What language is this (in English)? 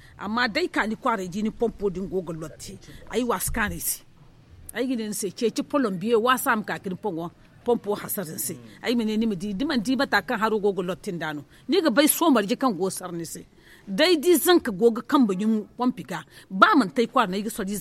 Zarma